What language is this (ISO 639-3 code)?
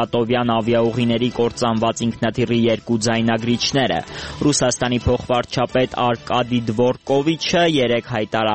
hye